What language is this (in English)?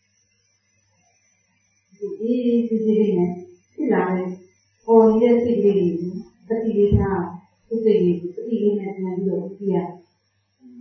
Burmese